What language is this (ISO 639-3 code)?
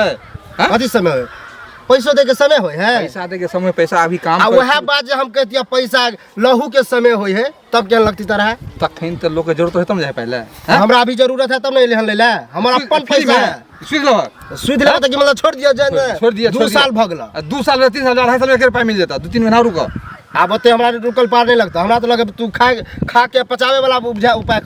mai